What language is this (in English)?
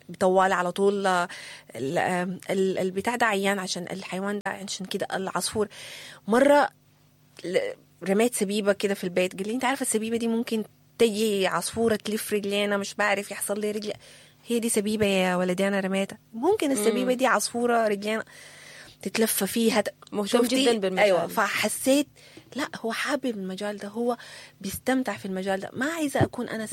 Sudanese Arabic